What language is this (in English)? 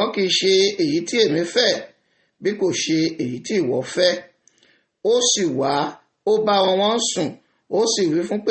Yoruba